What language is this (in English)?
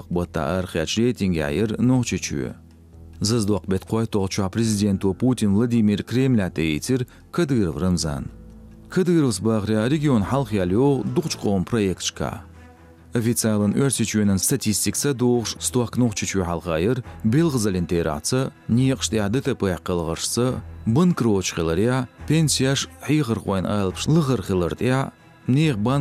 Chechen